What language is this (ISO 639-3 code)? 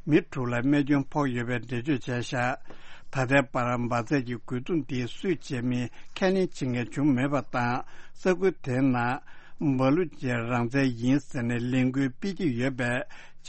bod